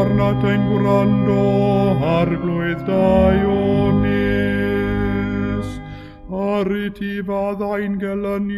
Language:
Welsh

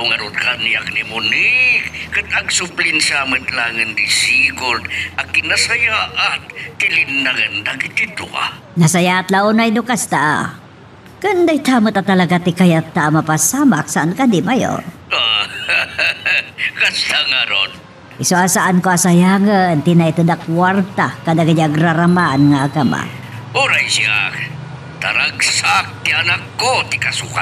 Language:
Iloko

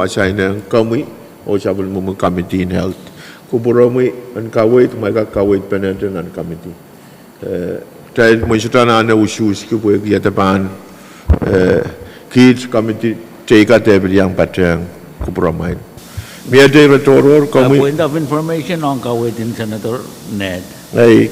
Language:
Pohnpeian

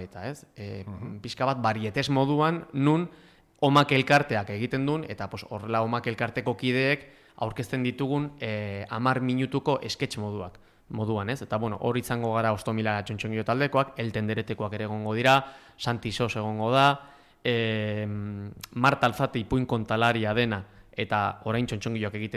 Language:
Basque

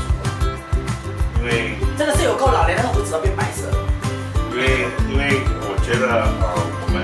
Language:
Chinese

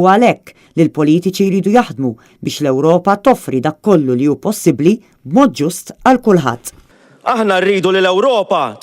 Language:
Maltese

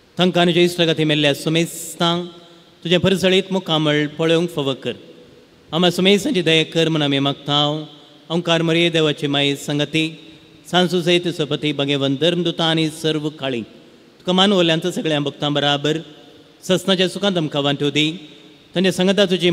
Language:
Konkani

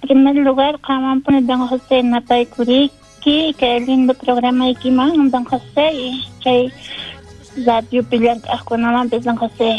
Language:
South Bolivian Quechua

